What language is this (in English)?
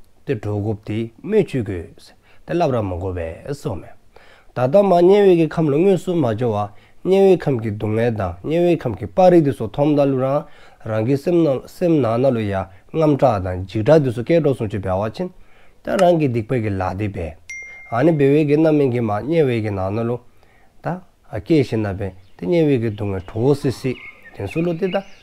Dzongkha